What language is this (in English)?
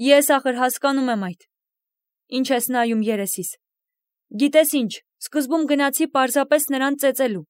Armenian